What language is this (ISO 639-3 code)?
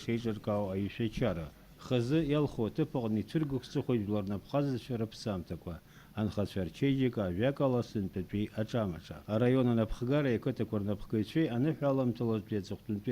abk